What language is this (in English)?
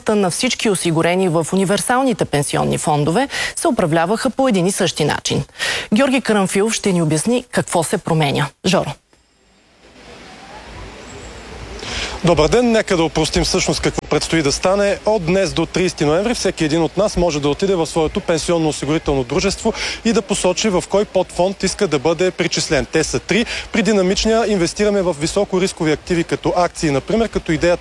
Bulgarian